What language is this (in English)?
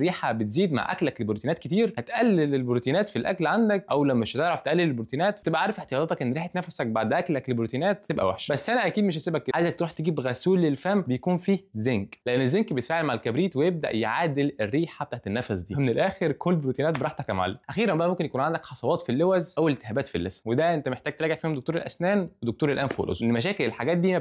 Egyptian Arabic